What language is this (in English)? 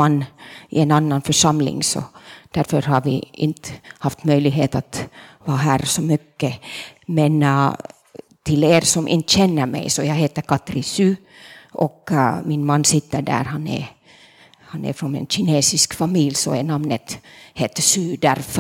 Swedish